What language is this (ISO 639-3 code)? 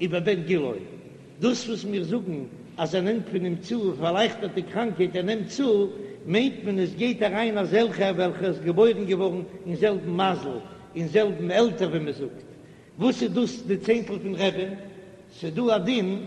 yid